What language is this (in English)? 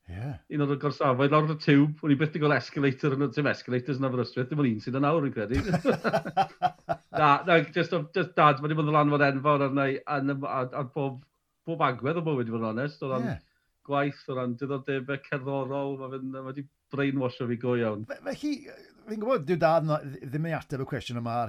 Welsh